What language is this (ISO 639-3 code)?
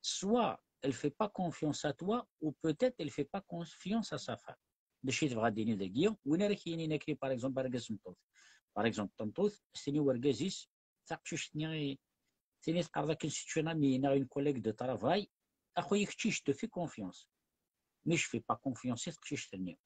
kab